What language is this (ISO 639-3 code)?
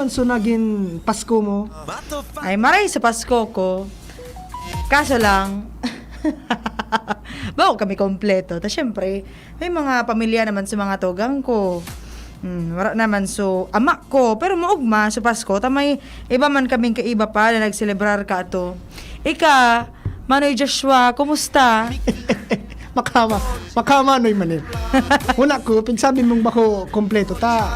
bik